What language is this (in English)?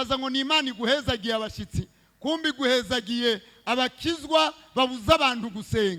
Rundi